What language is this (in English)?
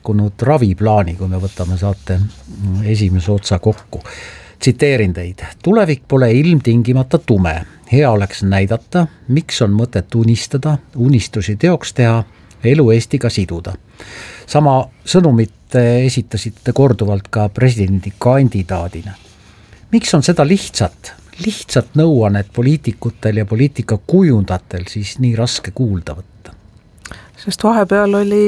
Estonian